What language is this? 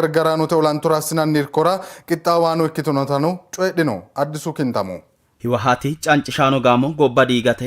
Sidamo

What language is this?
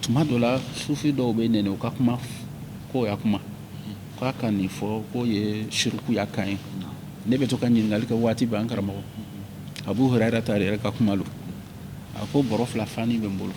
Bambara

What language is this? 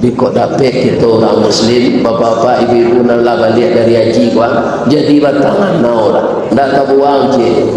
Minangkabau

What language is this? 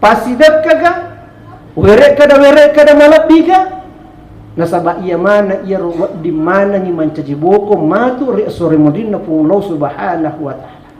Buginese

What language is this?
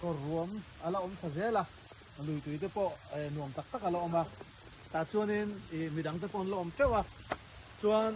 Mizo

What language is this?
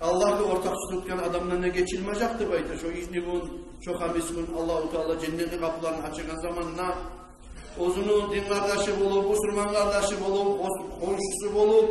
Kumyk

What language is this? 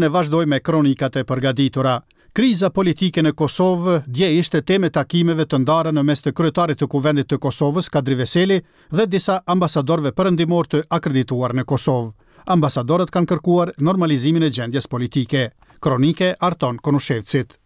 Albanian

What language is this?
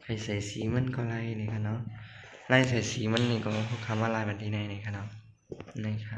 Shan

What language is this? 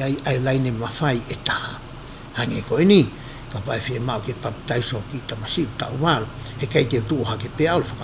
Tongan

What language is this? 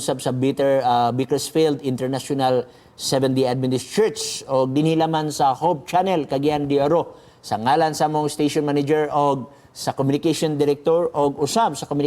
Cebuano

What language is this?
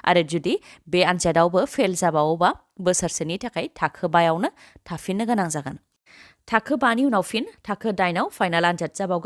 Bodo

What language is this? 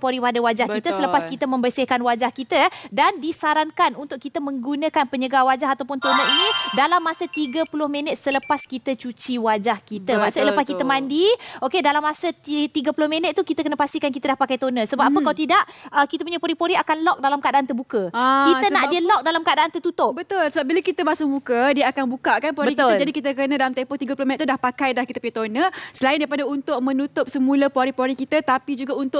Malay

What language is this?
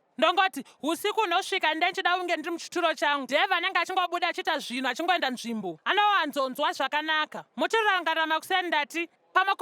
Shona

